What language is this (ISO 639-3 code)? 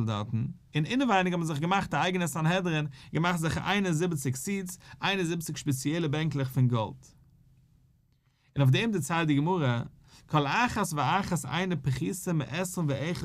yid